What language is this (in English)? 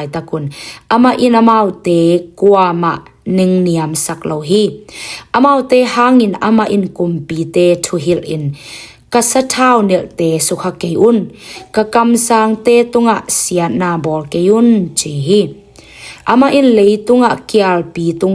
Tedim Chin